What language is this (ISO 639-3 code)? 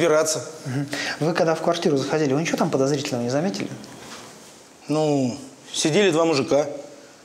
rus